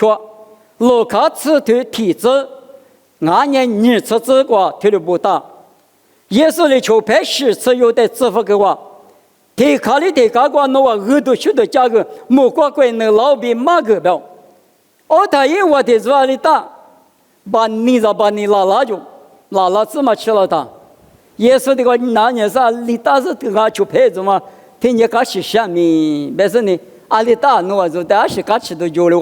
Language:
Lisu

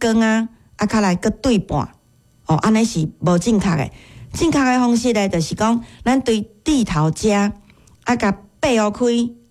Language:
Min Nan Chinese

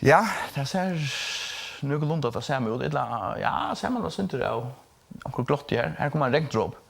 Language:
Faroese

